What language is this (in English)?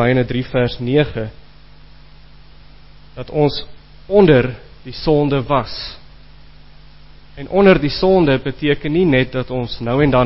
Afrikaans